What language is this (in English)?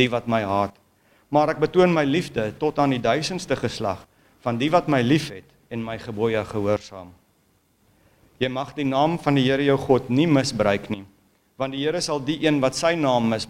Afrikaans